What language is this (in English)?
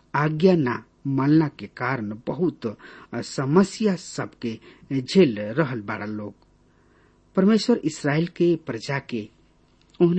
Bhojpuri